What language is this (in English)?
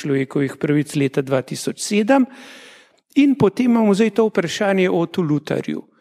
Slovenian